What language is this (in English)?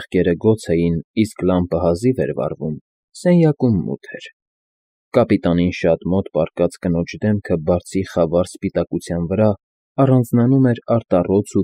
Armenian